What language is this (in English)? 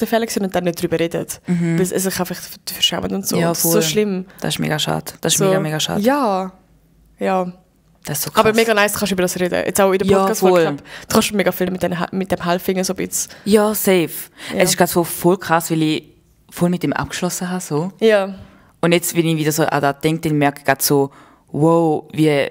Swiss German